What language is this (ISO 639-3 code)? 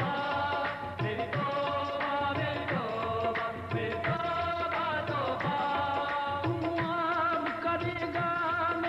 hin